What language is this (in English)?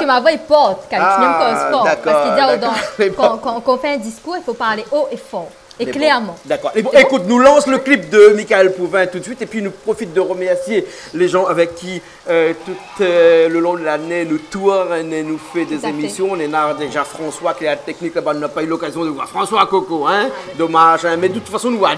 Réunion Creole French